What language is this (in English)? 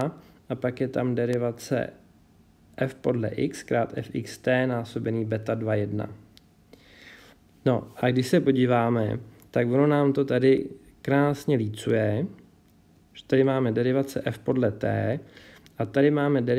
Czech